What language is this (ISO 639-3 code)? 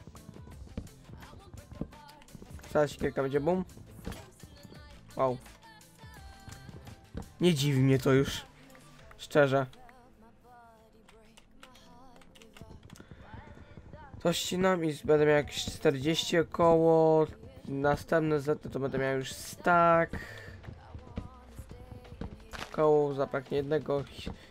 pol